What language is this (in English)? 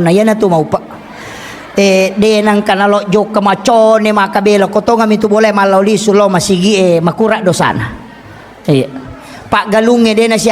Buginese